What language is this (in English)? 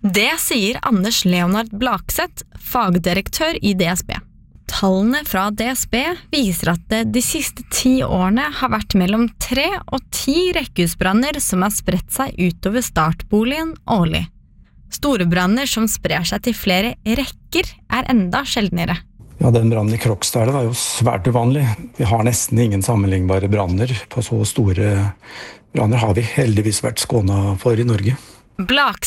Norwegian